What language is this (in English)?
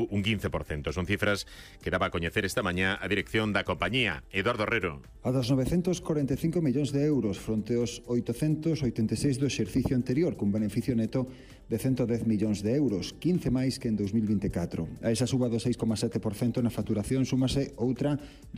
Galician